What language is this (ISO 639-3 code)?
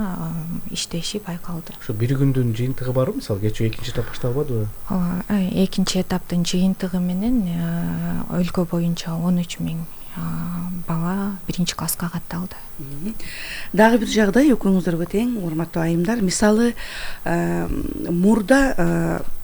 kir